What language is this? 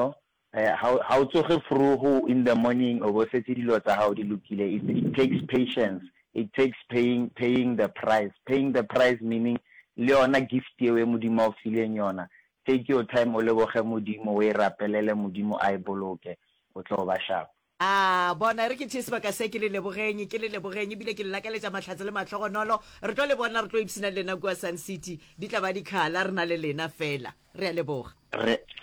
Northern Sotho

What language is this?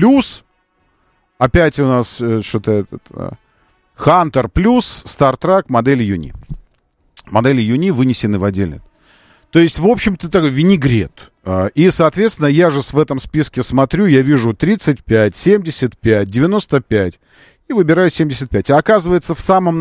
Russian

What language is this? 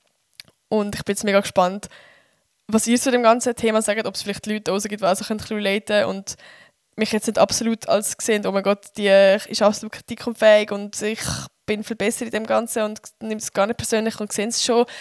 Swiss German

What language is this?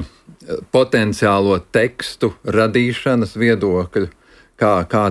Latvian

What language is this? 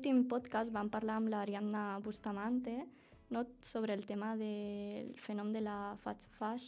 Catalan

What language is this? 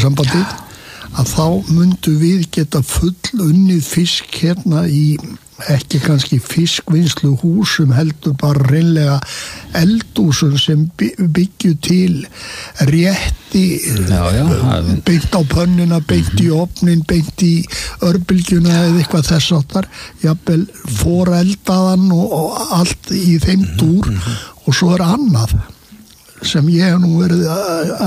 Icelandic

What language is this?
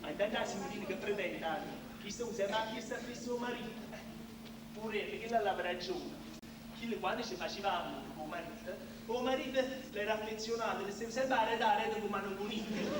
Neapolitan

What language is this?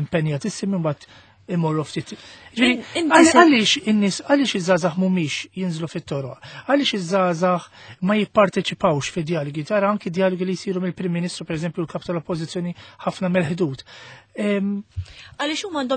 Maltese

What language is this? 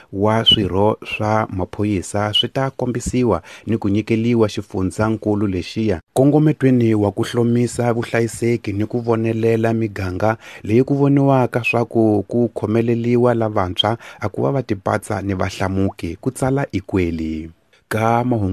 Tsonga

